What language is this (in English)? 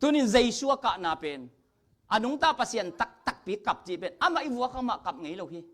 Tedim Chin